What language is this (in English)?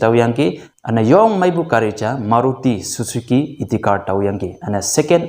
Konyak Naga